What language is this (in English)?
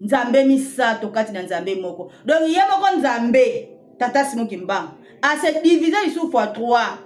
Lingala